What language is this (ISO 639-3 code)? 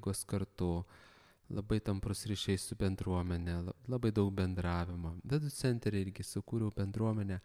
lit